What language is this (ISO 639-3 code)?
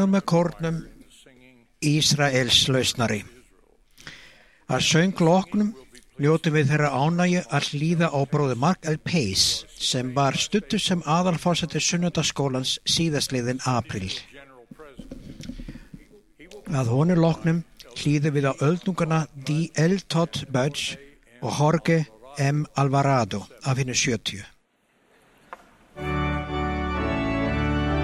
isl